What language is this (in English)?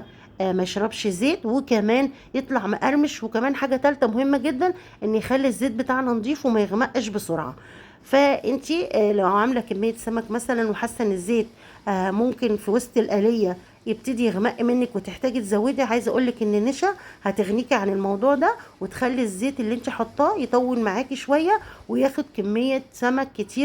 Egyptian Arabic